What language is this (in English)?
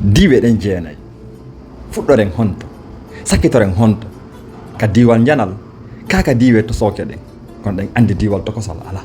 Fula